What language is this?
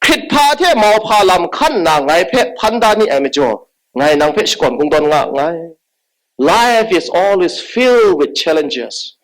Kachin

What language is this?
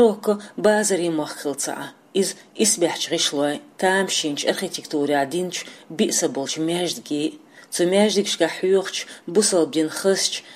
Chechen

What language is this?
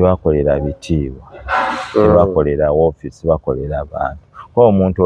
Ganda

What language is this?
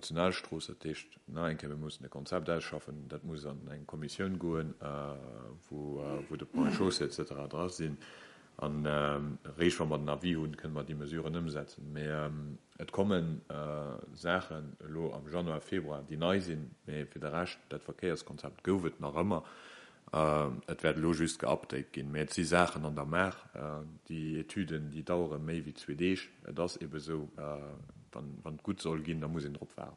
Luxembourgish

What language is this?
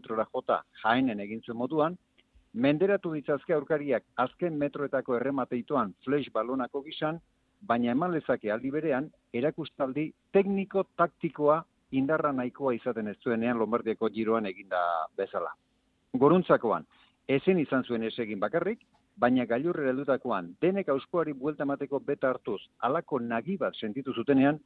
Basque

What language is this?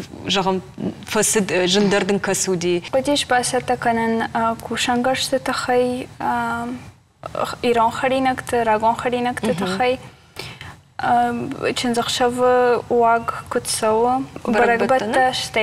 Ossetic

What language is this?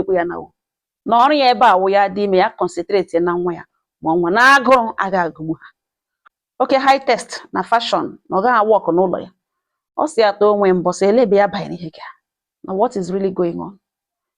Igbo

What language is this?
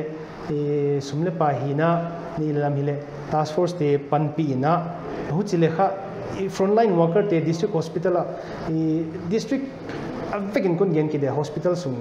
Paite Chin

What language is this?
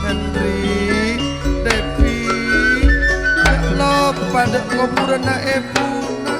Madurese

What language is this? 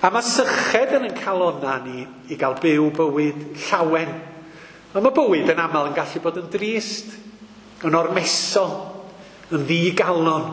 Welsh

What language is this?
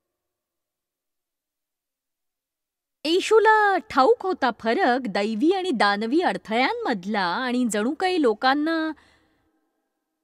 Marathi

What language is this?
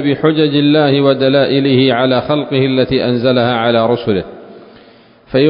Arabic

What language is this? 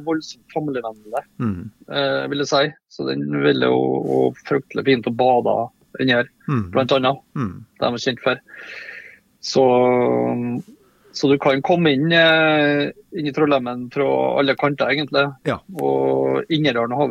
Norwegian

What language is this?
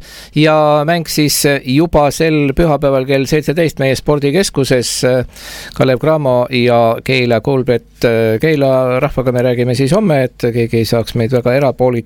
Estonian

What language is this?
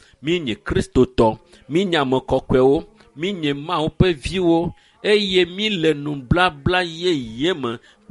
Ewe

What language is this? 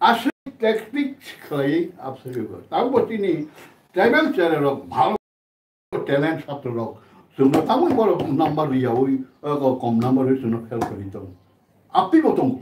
Kok Borok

